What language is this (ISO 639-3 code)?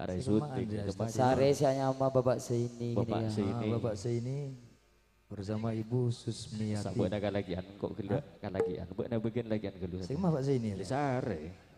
mad